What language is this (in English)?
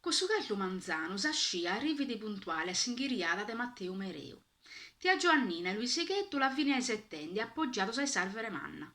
Sardinian